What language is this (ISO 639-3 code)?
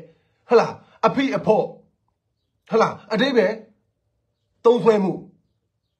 mya